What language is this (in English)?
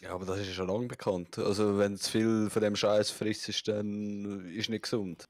Swiss German